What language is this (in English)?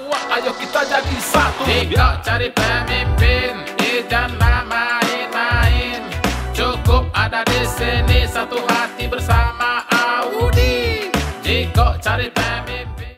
Minangkabau